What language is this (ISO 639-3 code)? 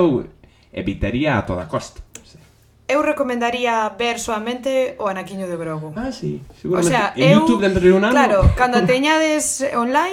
glg